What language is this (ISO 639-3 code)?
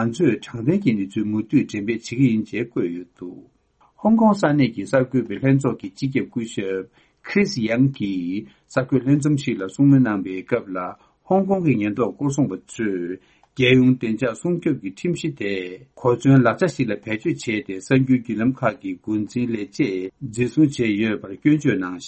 bod